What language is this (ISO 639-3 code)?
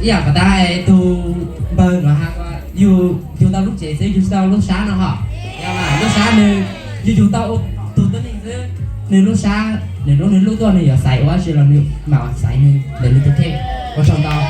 hmn